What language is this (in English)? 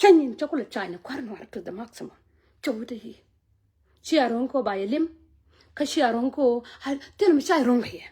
Nuer